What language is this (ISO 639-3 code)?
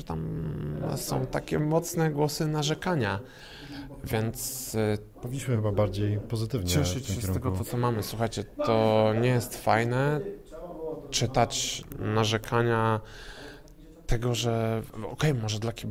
pol